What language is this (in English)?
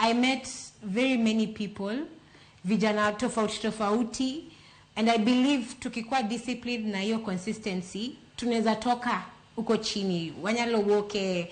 Luo (Kenya and Tanzania)